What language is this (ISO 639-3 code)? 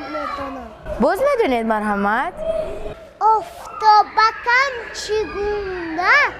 tgk